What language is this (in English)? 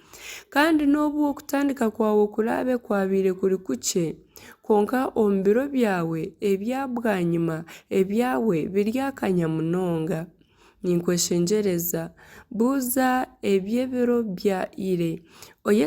Nyankole